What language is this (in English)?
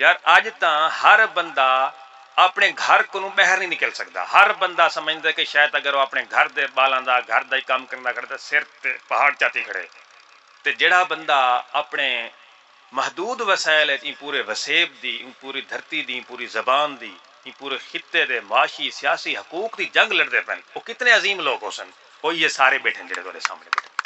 Saraiki